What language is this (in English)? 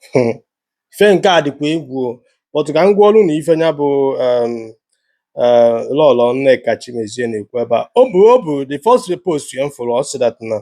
Igbo